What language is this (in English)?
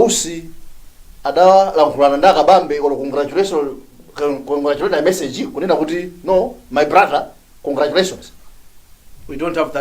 Nyanja